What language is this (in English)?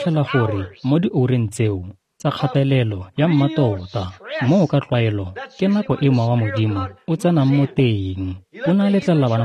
Tswana